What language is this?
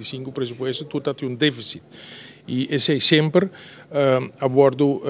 Papiamento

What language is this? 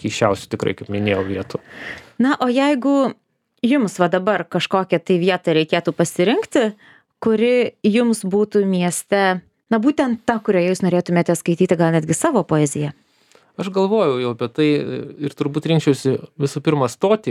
Lithuanian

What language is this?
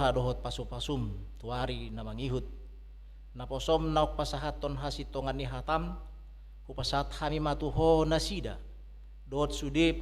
Batak Toba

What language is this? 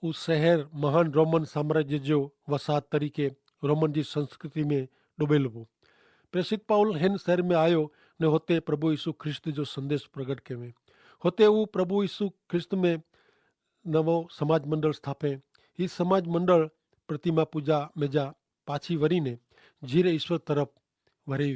Kachhi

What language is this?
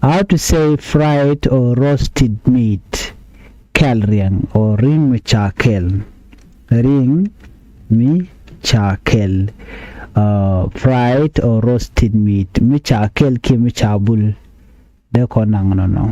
Nuer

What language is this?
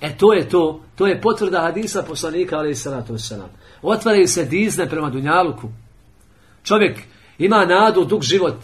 Bosnian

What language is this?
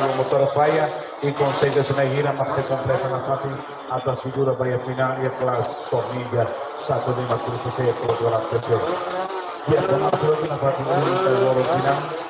Tetum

